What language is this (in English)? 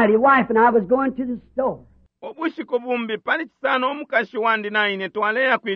Bemba